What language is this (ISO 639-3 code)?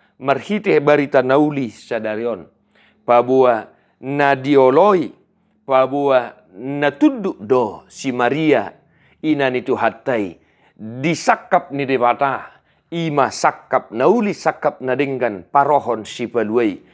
bbc